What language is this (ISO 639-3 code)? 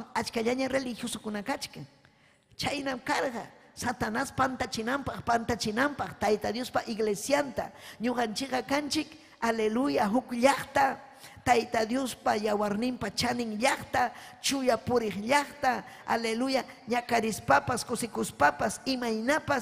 quy